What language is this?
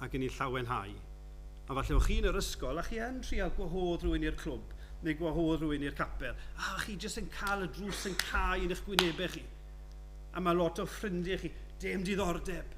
Welsh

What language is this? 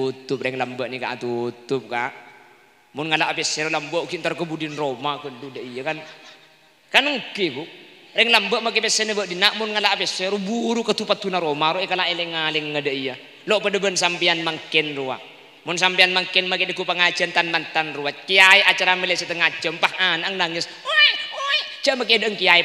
Madurese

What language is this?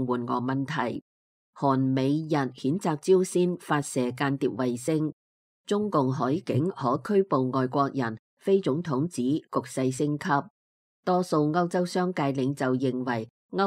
Cantonese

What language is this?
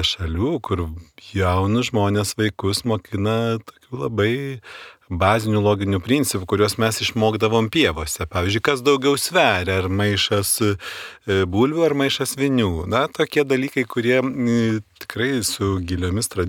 Lithuanian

